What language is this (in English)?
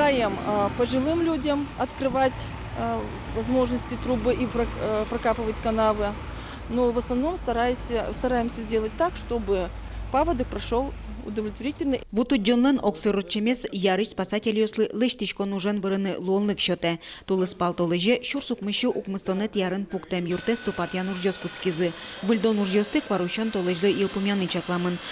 Udmurt